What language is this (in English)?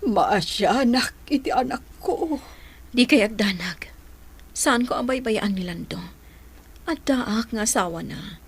Iloko